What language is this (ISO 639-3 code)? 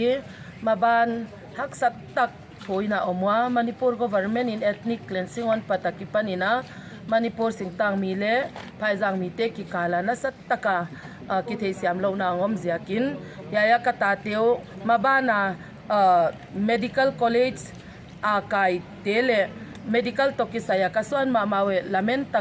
pck